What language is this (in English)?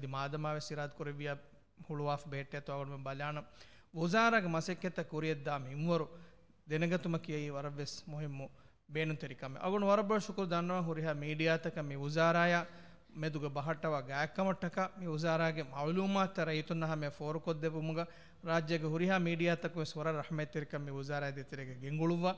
Divehi